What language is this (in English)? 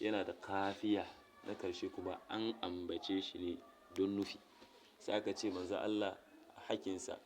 Hausa